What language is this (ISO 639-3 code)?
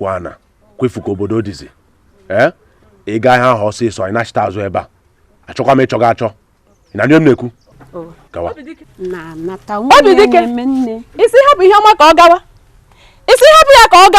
ibo